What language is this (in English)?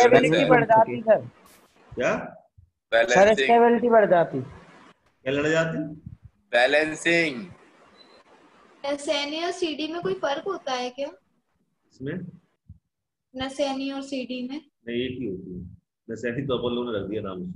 Hindi